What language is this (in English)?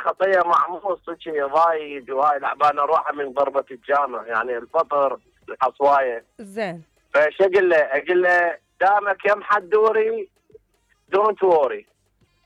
Mesopotamian Arabic